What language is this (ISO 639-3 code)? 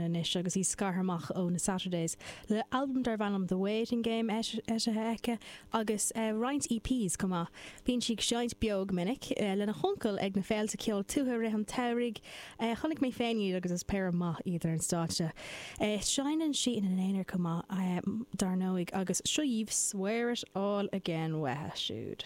gle